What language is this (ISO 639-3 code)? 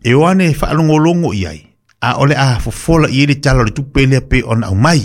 smo